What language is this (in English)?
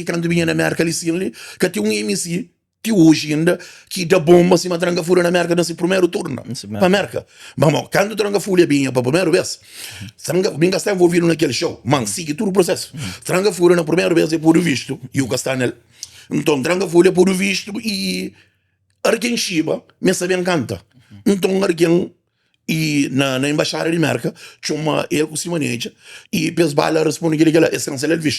Kabuverdianu